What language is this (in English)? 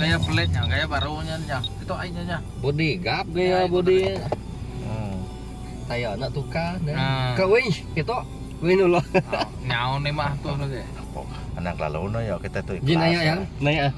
Iban